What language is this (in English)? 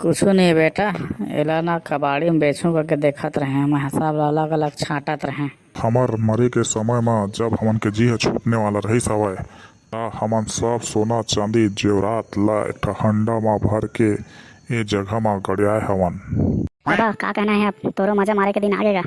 Chhattisgarhi